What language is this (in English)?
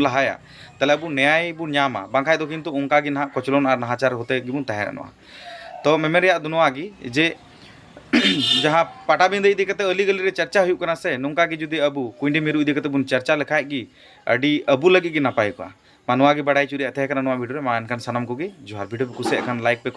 Santali